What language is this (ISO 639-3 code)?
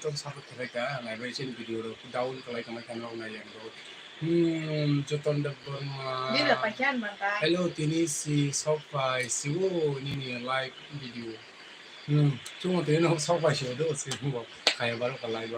trp